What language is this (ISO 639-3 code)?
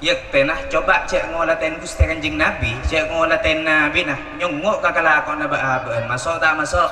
mad